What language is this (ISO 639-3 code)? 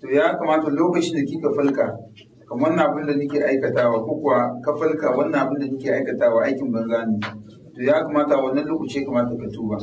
hau